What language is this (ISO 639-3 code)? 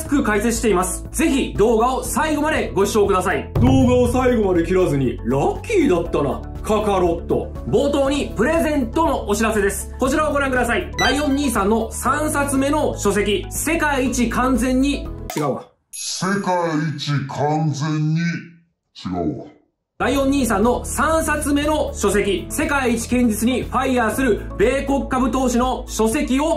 jpn